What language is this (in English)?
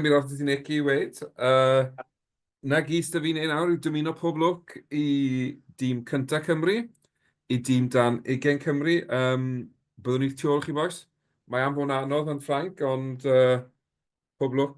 Welsh